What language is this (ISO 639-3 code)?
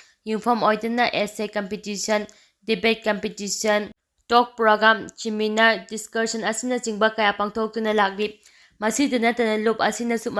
mni